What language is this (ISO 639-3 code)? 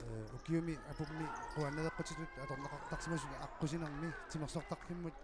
kal